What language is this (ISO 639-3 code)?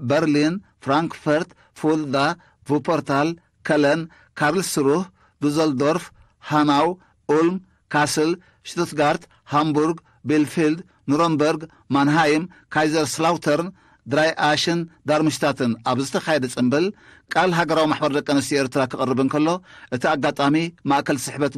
tir